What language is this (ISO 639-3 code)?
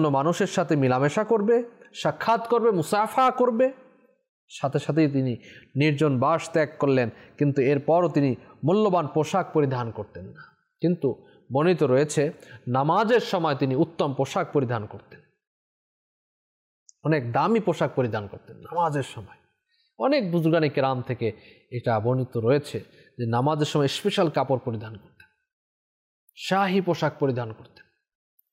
ben